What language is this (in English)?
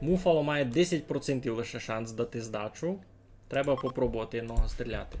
Rusyn